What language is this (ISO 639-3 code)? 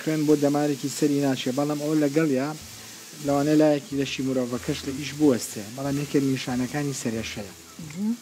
ckb